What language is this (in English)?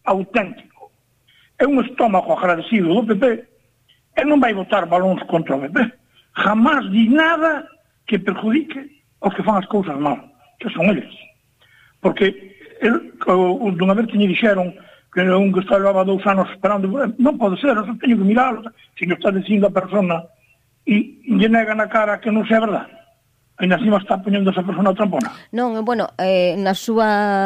Galician